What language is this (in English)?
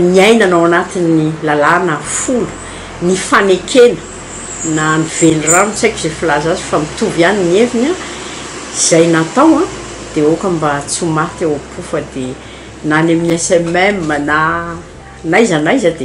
Malagasy